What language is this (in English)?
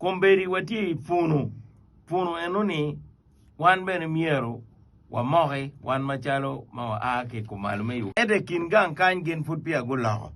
Acoli